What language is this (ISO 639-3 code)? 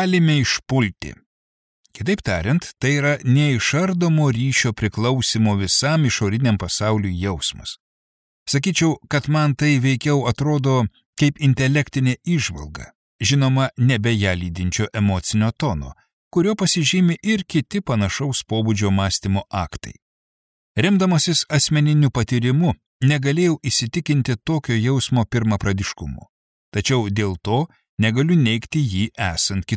lit